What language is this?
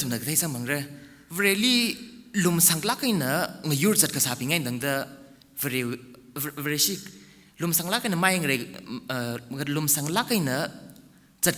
Tangkhul Naga (India)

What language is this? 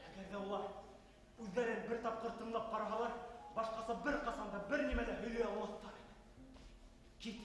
Bashkir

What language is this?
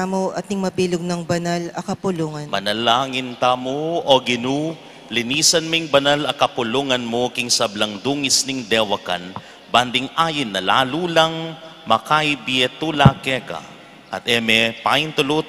Pampanga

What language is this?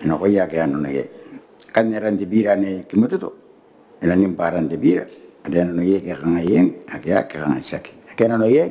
Gilbertese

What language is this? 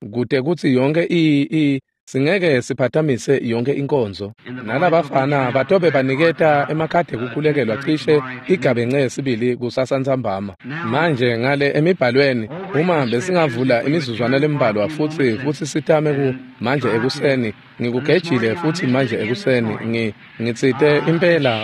Swati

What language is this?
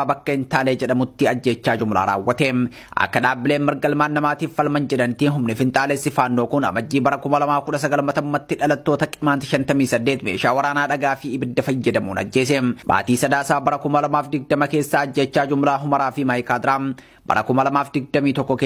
Oromo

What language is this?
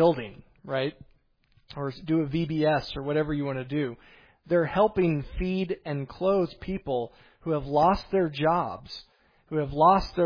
English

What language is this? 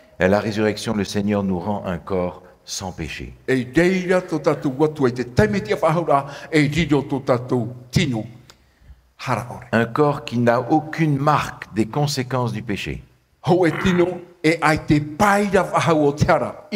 Tahitian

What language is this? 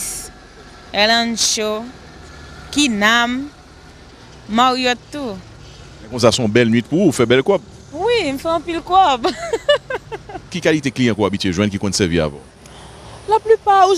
Haitian Creole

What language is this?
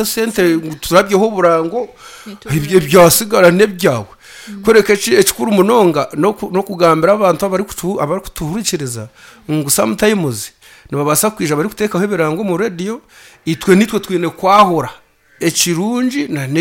Nyankole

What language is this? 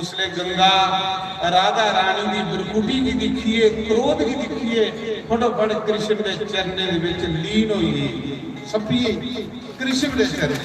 Dogri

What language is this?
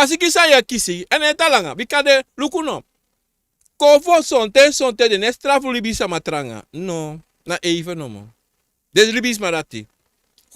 Sranan Tongo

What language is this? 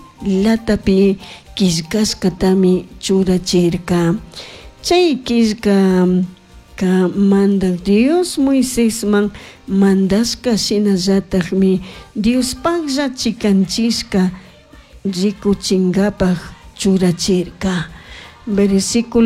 Chimborazo Highland Quichua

